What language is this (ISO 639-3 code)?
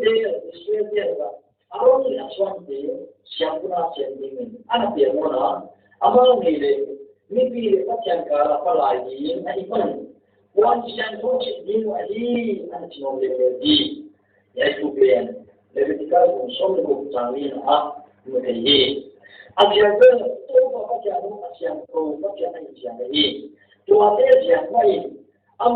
pck